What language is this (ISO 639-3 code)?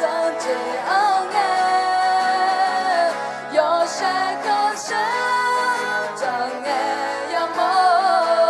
ahk